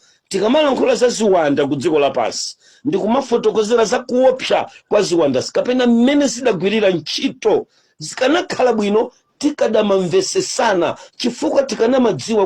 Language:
Nyanja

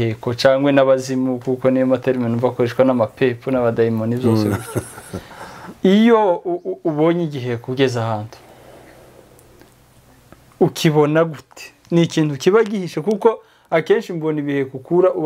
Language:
Kinyarwanda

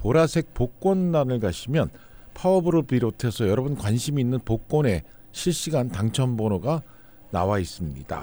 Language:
Korean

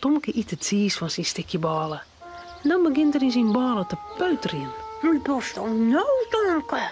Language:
Western Frisian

